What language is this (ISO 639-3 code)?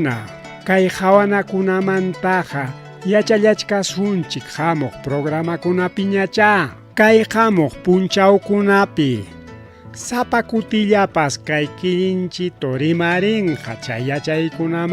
quy